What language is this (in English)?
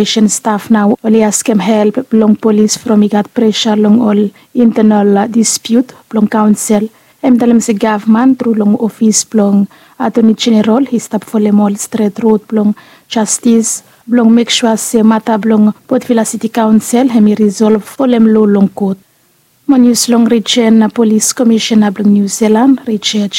Bislama